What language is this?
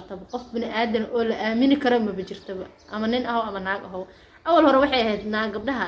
Somali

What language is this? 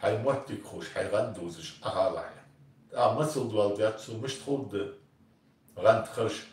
Ingush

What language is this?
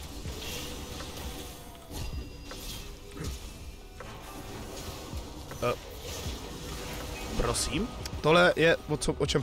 Czech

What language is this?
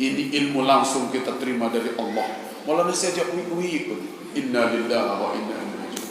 Sasak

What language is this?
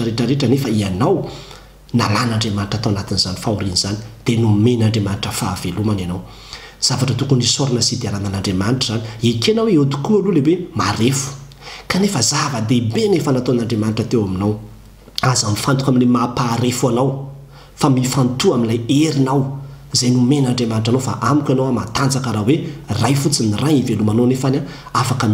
Malagasy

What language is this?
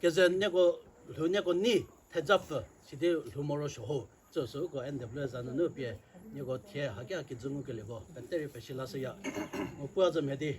Chokri Naga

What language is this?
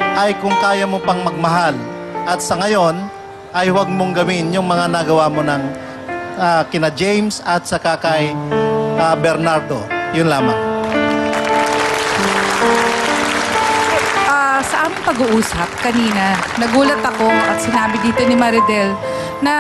Filipino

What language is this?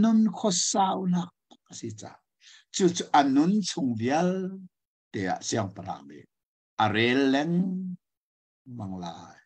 Hakha Chin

